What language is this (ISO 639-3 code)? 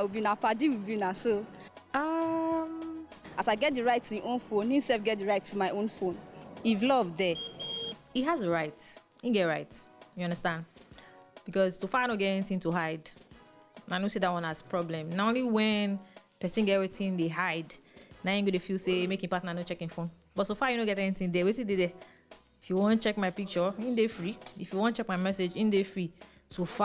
pcm